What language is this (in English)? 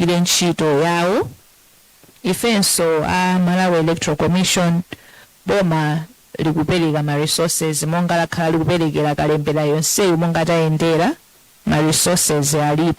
Nyanja